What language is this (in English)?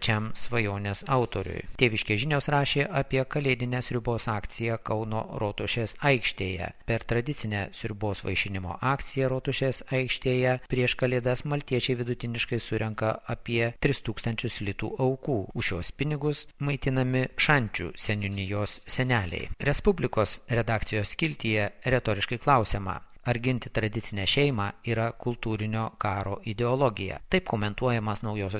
Lithuanian